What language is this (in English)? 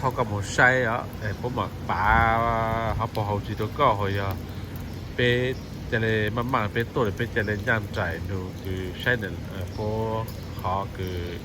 Hmong